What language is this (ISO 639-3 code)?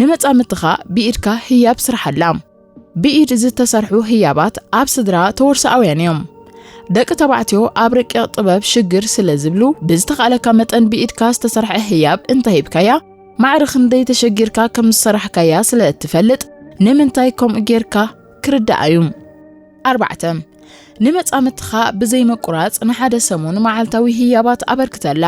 tir